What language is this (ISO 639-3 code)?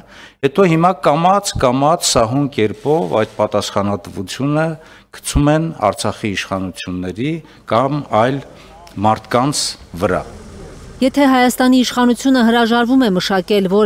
hye